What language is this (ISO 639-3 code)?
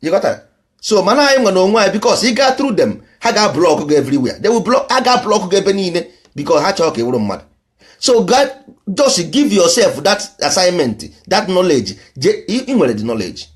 ibo